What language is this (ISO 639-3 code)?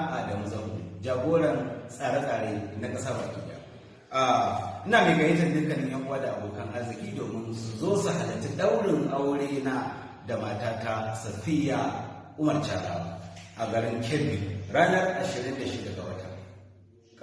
hau